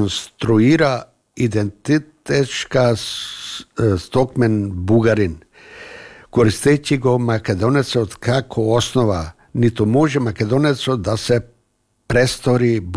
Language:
Macedonian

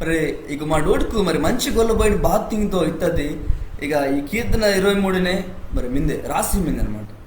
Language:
Koya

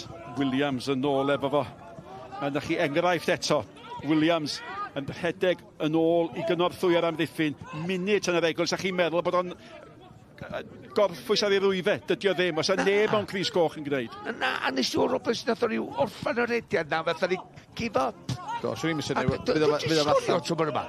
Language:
Welsh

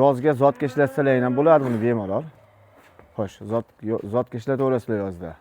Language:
Uzbek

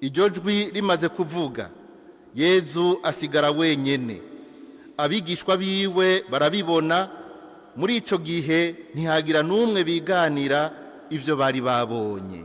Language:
Rundi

